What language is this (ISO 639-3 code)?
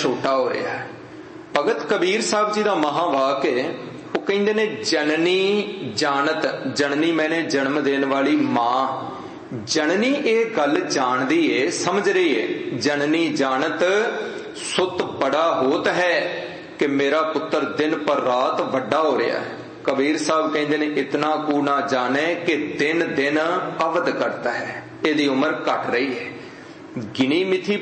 pan